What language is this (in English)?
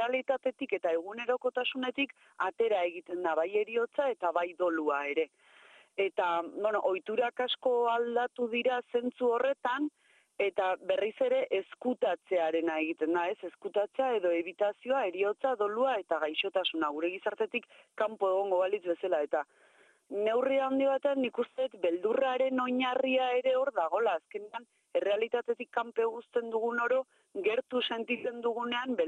Basque